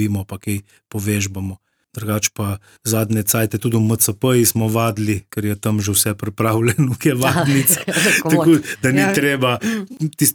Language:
Slovenian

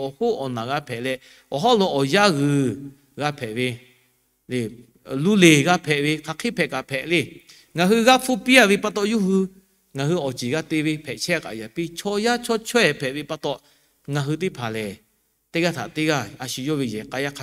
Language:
Lahu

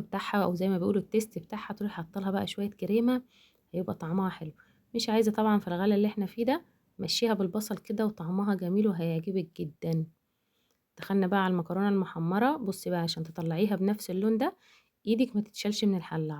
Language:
Egyptian Arabic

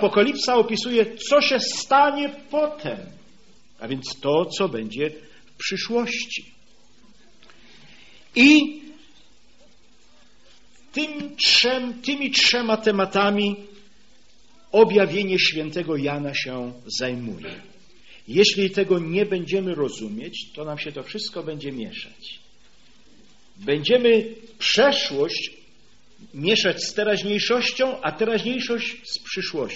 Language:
Polish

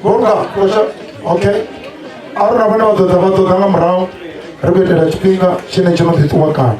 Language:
Venda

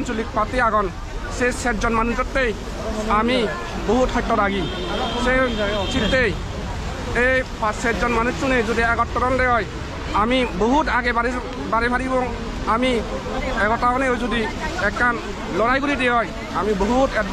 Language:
Chakma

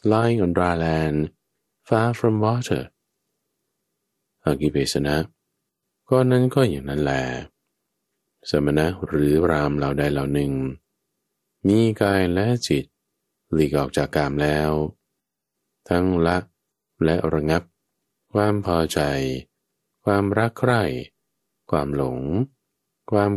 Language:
Thai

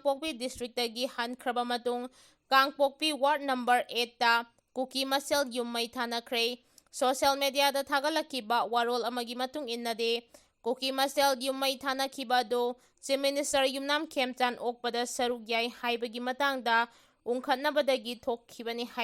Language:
Manipuri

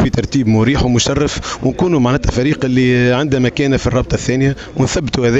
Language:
Tunisian Arabic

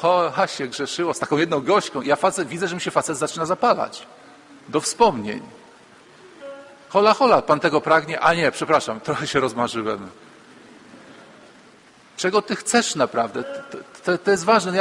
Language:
Polish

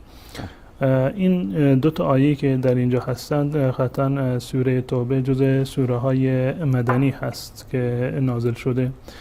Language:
Persian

